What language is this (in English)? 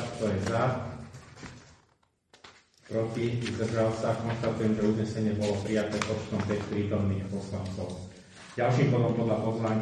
Slovak